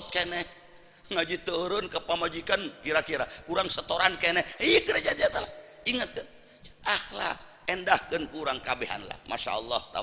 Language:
Sundanese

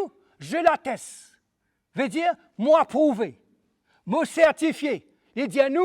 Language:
Morisyen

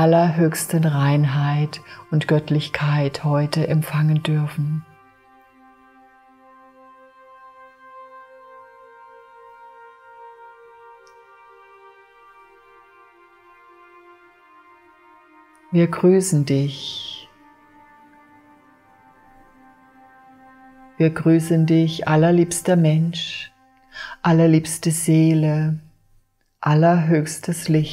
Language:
German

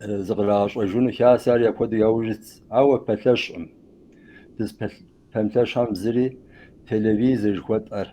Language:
Kabardian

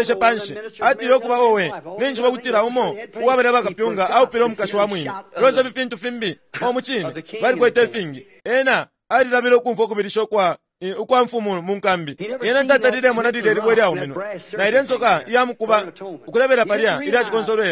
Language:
Bemba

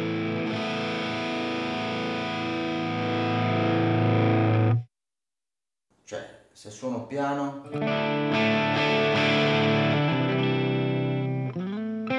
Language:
Italian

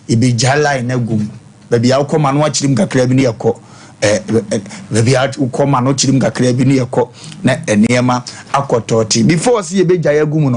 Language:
Akan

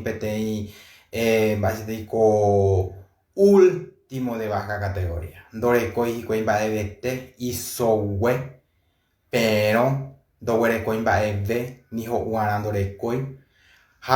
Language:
Guarani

